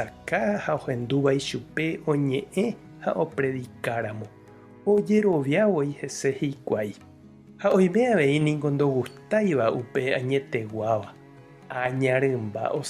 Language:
Guarani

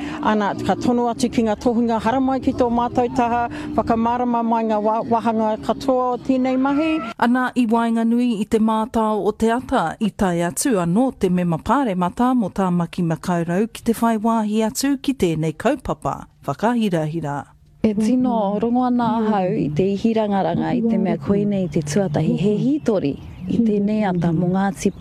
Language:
Māori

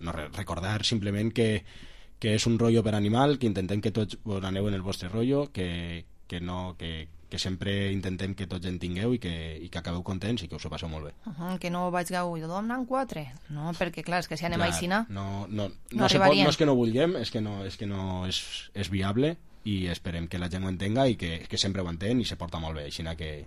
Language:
Catalan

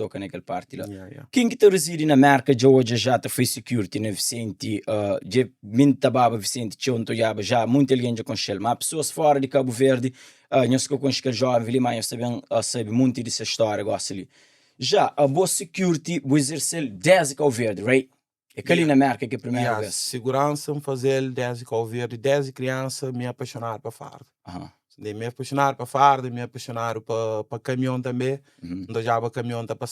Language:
Kabuverdianu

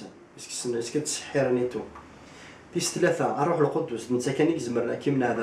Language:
Kabyle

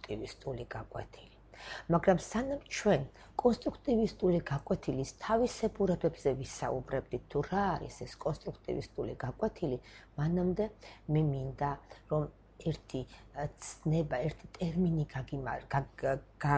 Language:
Georgian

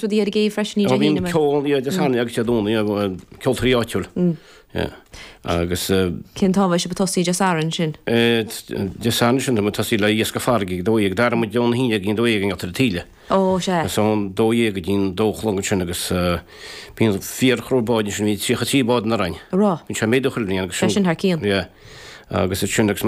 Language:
Irish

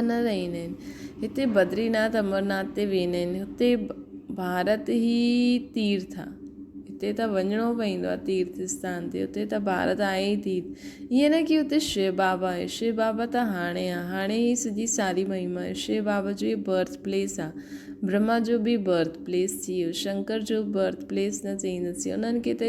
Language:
Sindhi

